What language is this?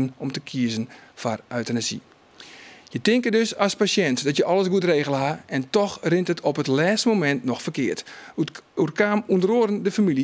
Western Frisian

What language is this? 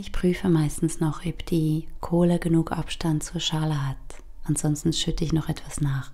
Swiss German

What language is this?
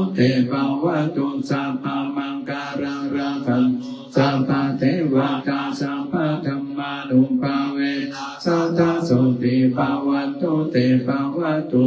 Pali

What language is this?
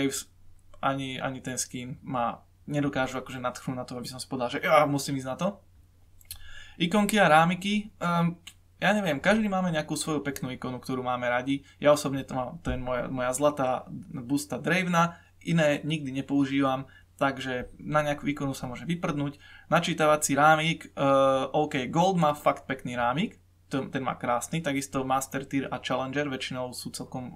Slovak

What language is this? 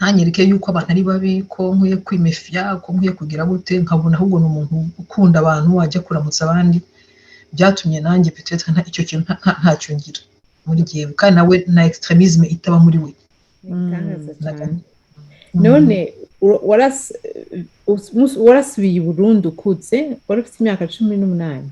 Rundi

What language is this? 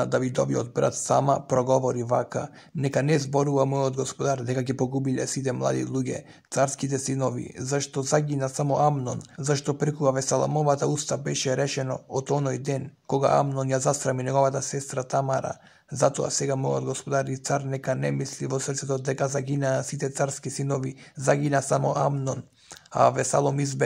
Macedonian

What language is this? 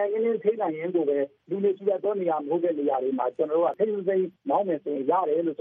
Burmese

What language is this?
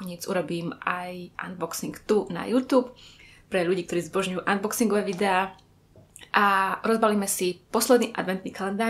Slovak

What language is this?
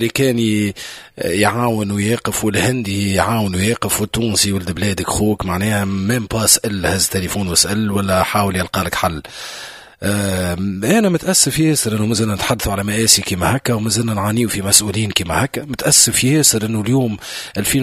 Tunisian Arabic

